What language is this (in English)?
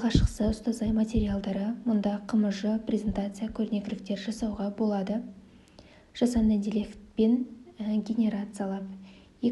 Kazakh